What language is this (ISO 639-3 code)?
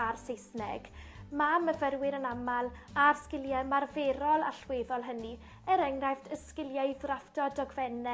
cym